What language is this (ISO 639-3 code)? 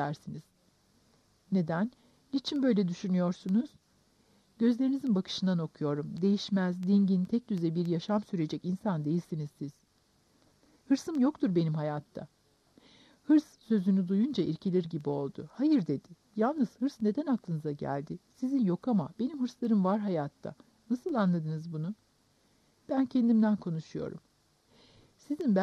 tur